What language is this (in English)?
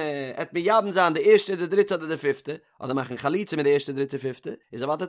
Yiddish